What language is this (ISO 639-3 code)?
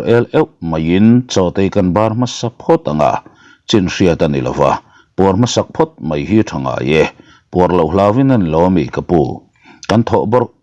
lus